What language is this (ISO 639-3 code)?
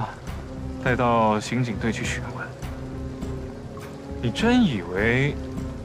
zho